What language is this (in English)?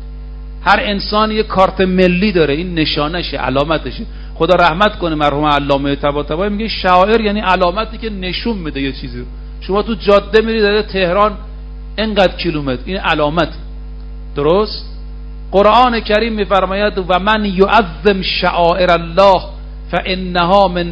Persian